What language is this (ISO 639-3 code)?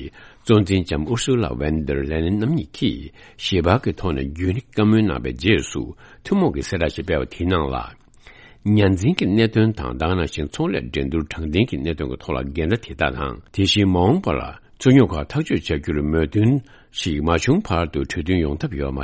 bod